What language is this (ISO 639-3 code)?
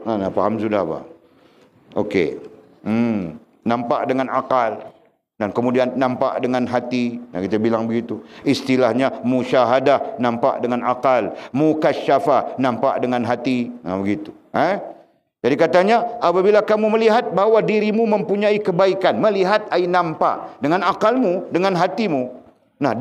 msa